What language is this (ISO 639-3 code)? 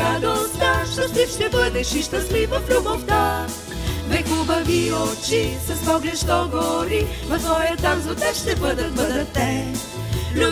bul